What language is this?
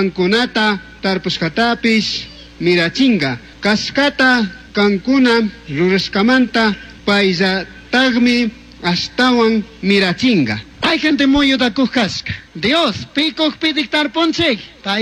Chimborazo Highland Quichua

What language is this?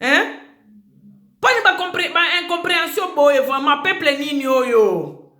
Lingala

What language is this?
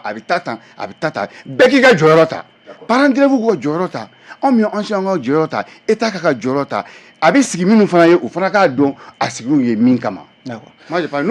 Bambara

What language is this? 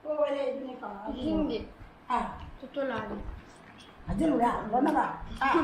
Manipuri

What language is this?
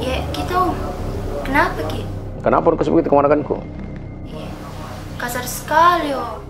Makassar Malay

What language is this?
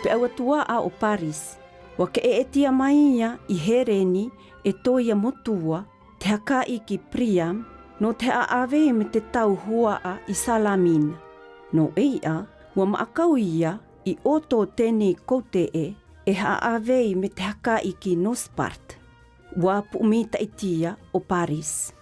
South Marquesan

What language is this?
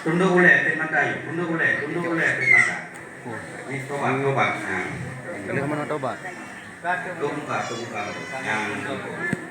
Achinese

